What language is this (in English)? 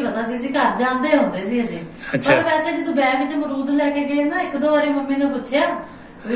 Punjabi